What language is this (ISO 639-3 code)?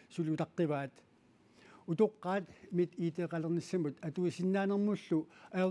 kal